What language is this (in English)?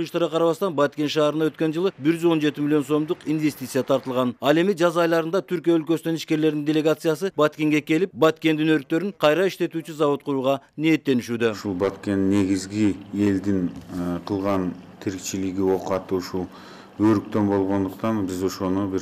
Kyrgyz